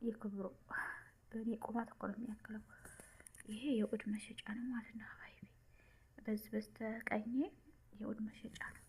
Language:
Amharic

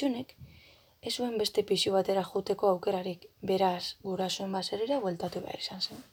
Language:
Basque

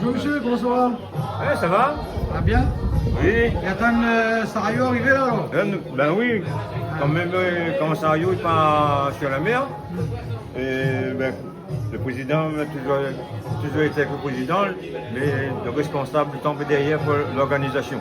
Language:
Réunion Creole French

